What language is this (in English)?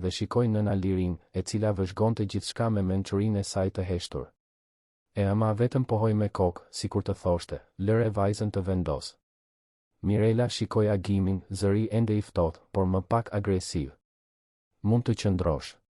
Albanian